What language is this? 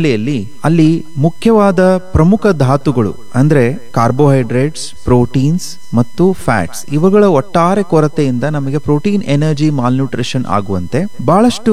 Kannada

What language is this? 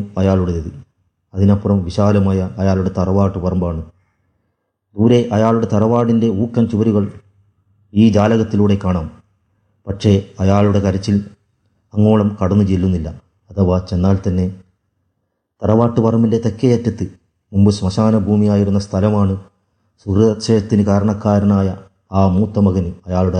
Malayalam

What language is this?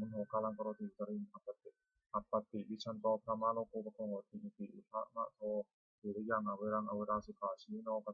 Pali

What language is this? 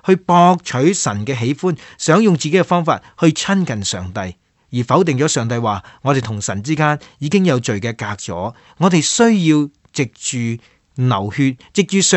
Cantonese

